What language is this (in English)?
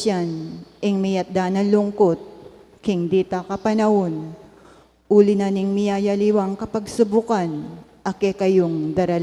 Pampanga